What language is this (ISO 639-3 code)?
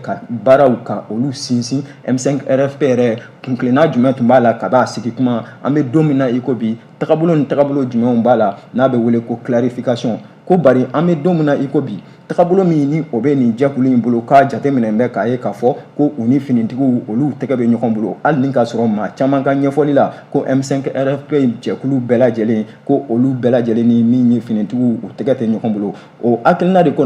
bam